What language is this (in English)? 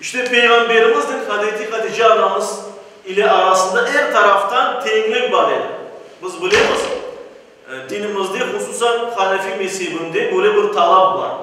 Crimean Tatar